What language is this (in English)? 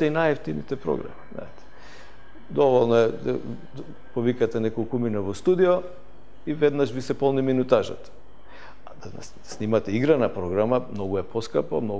Macedonian